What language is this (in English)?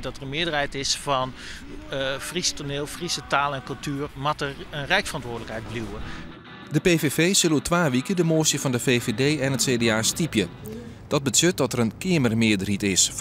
Western Frisian